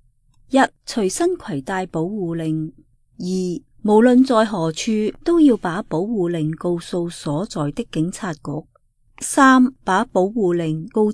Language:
Cantonese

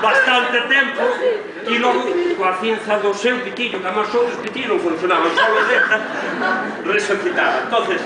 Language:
Galician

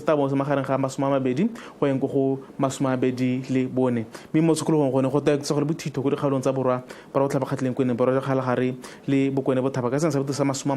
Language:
Tswana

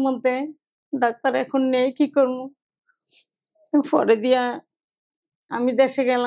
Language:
Bangla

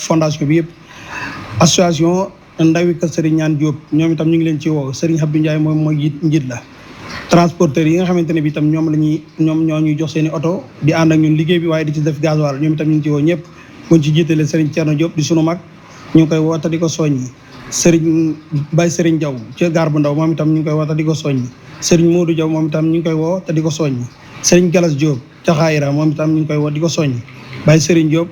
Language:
Wolof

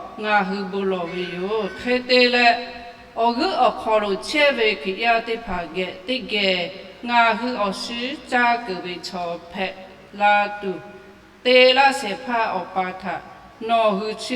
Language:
Lahu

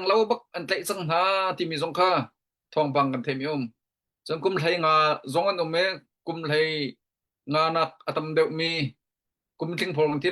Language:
Hakha Chin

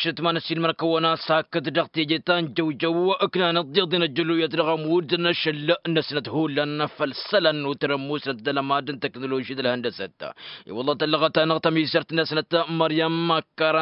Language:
Tamasheq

